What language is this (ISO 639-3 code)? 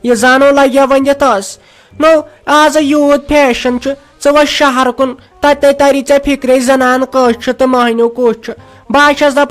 kas